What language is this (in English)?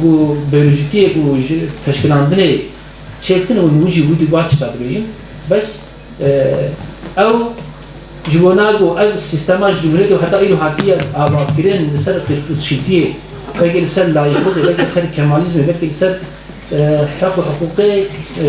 Kurdish